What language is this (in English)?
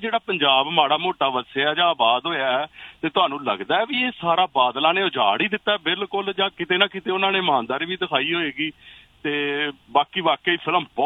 Punjabi